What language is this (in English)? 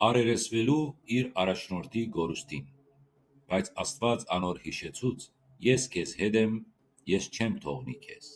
Western Armenian